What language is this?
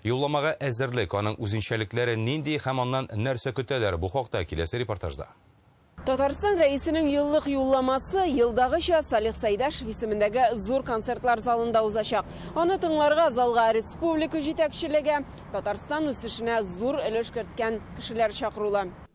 Tatar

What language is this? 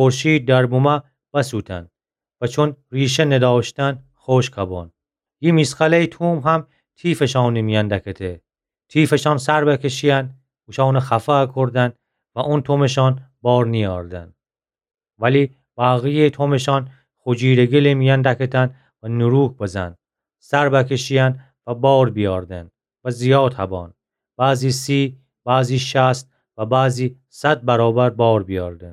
Gilaki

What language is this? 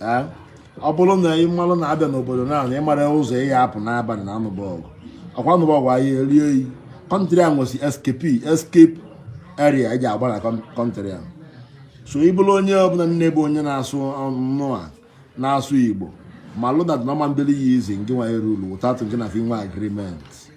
Igbo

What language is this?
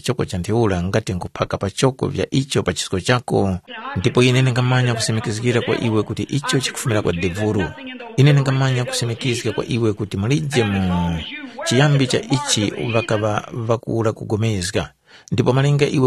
Tumbuka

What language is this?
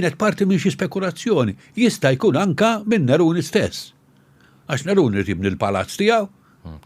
Maltese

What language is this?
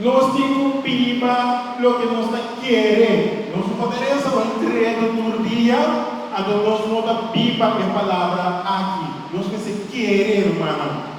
Papiamento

